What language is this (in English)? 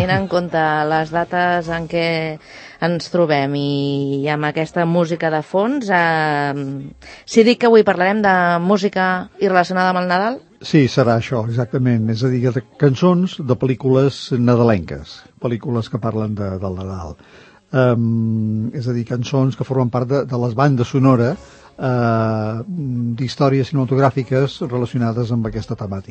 Catalan